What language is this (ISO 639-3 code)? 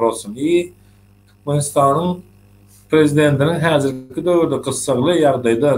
tuk